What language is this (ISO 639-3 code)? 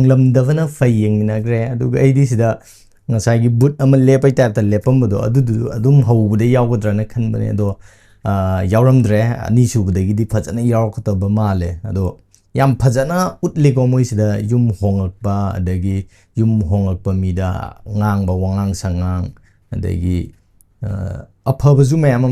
mni